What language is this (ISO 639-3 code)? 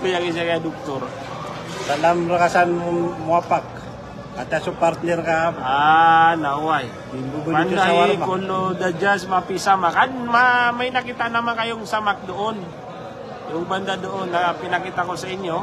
mrw